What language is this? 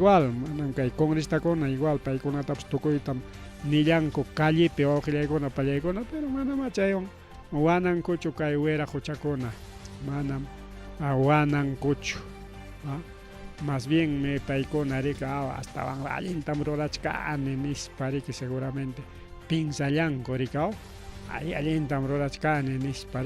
Ayacucho Quechua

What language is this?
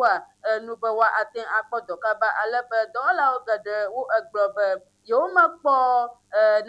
Ewe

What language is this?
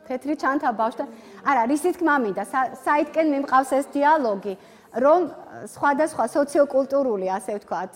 Georgian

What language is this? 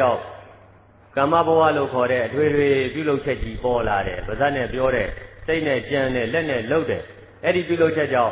Burmese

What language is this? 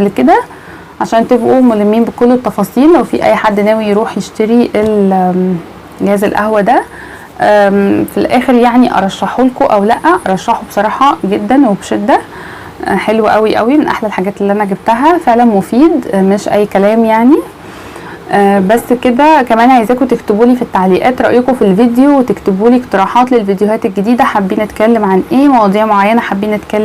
Egyptian Arabic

